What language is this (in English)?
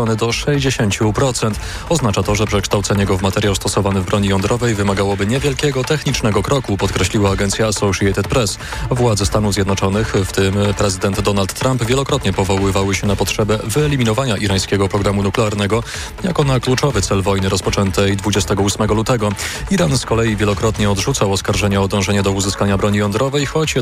Polish